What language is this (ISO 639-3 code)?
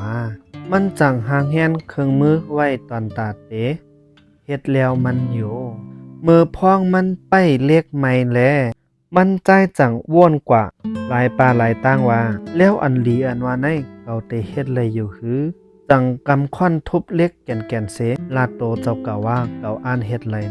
shn